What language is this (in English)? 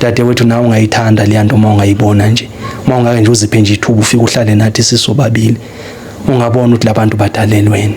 Zulu